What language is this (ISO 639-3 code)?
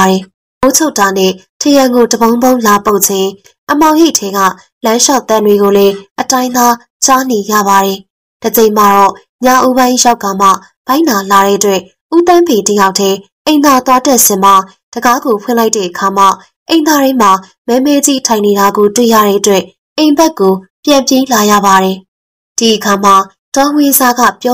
mya